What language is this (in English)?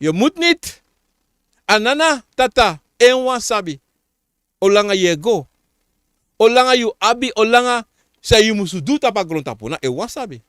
Sranan Tongo